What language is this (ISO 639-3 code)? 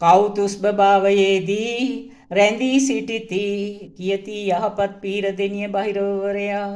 sin